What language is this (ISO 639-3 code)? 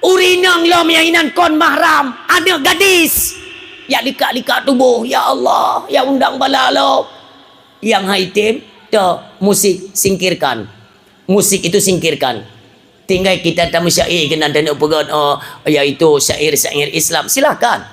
ace